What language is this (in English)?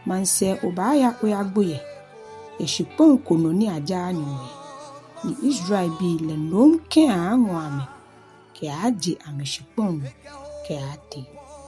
Ga